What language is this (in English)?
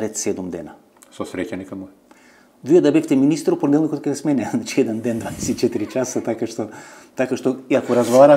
Macedonian